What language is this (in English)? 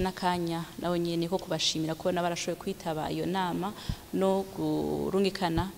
Rundi